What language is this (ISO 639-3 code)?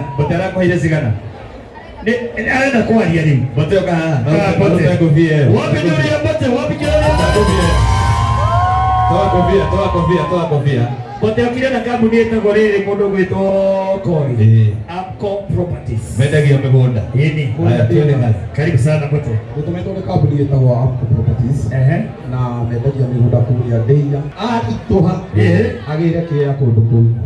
kik